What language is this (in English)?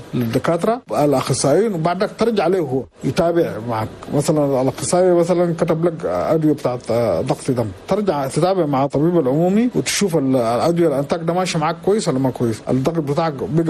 Chadian Arabic